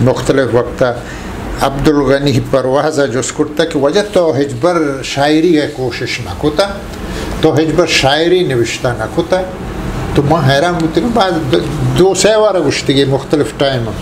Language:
Eastern Balochi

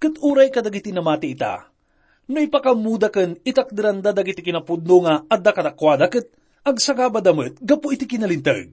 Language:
Iloko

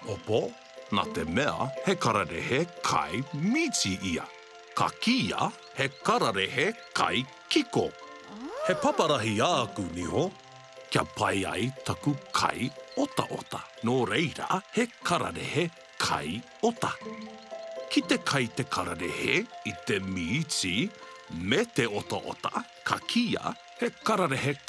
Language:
Māori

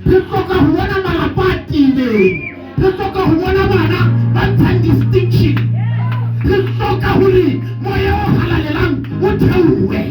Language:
Southern Sotho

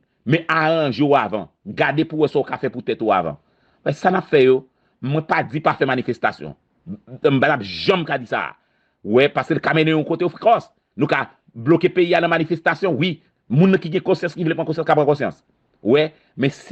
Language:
Haitian Creole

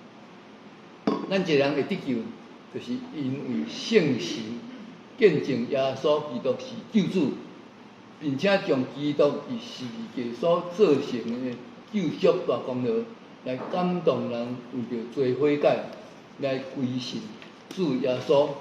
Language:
Min Nan Chinese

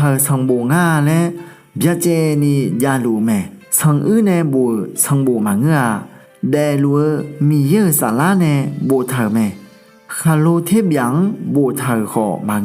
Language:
Akha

